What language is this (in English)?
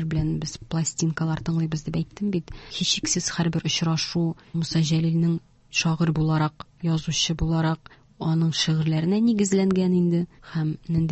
Tatar